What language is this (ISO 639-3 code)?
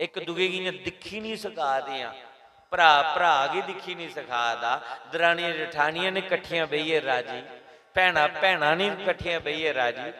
doi